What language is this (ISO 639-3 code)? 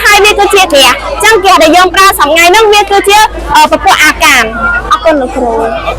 khm